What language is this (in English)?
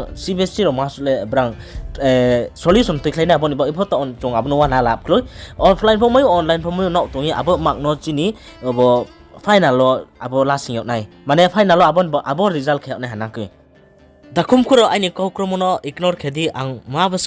Riang (India)